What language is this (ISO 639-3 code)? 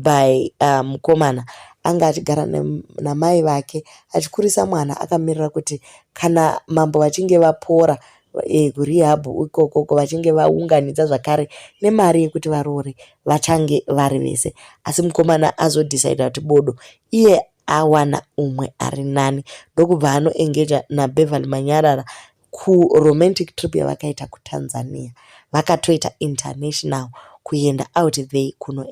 sna